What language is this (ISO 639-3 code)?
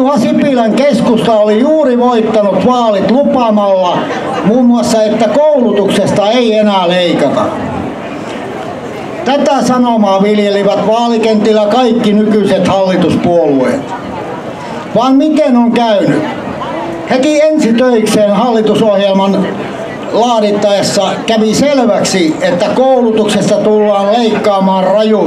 fin